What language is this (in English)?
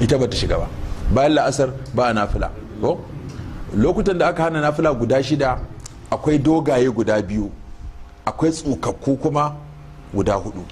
Hausa